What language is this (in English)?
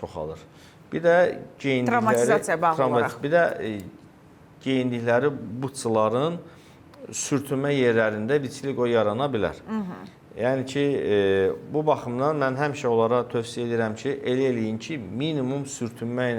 Azerbaijani